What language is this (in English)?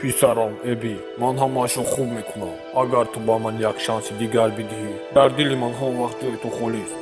Tajik